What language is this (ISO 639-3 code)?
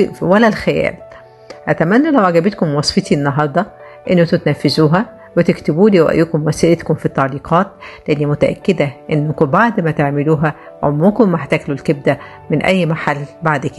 arz